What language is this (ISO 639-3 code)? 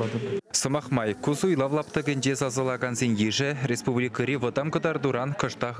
chv